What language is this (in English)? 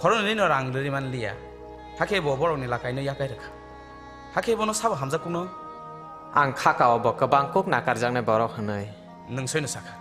Kok Borok